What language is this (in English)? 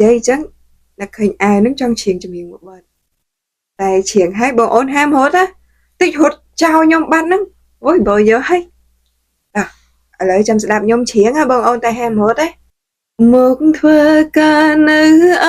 Khmer